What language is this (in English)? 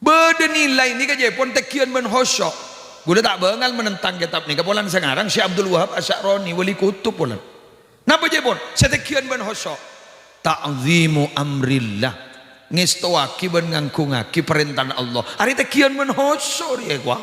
Madurese